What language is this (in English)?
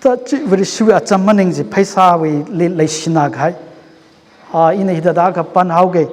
Tangkhul Naga (India)